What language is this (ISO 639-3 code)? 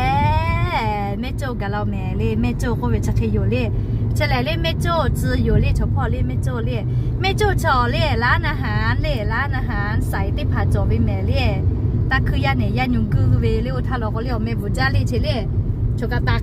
lhu